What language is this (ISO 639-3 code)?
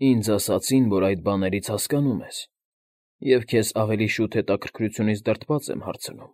hye